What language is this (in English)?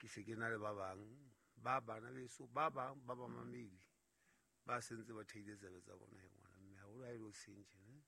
Southern Sotho